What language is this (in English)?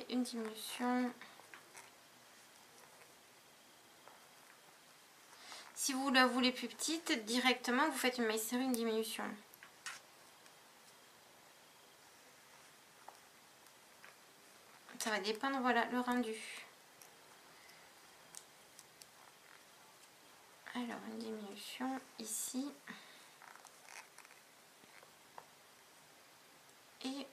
French